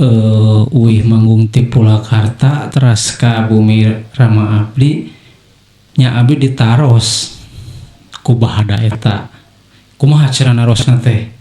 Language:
Sundanese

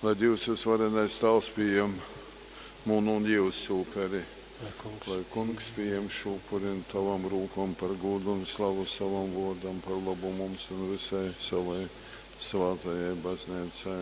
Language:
Latgalian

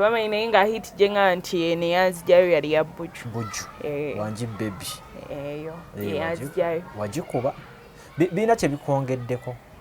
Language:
Ganda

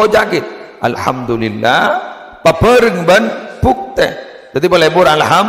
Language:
Madurese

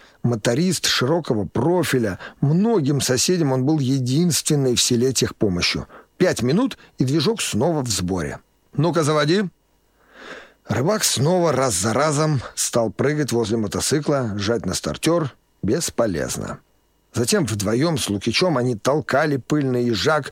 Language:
Russian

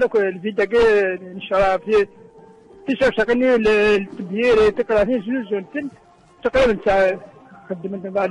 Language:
Kabyle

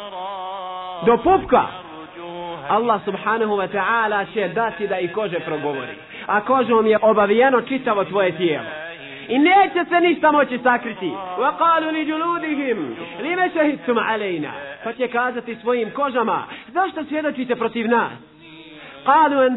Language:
Bosnian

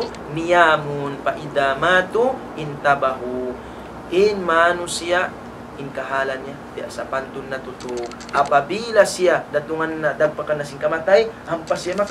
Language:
Tausug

